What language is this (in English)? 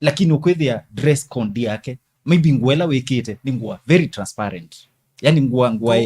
Kamba